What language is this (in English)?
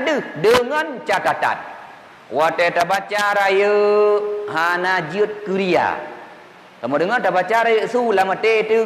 Achinese